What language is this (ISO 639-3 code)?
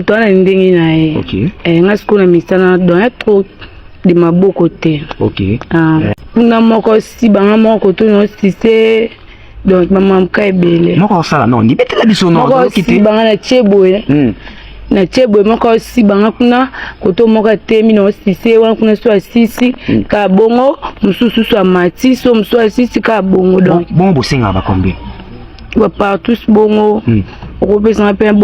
lin